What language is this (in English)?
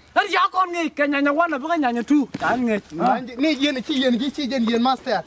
Nuer